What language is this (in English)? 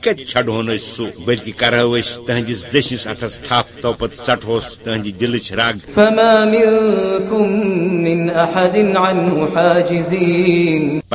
Kashmiri